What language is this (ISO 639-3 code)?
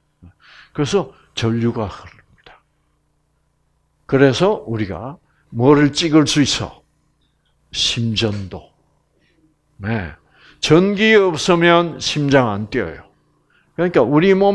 kor